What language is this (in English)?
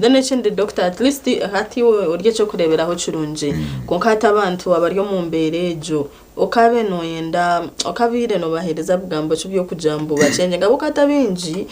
Nyankole